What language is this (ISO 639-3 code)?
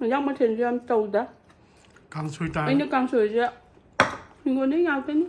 mni